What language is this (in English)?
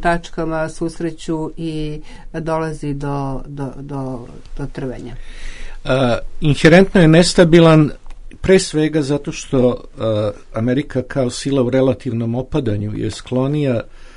Serbian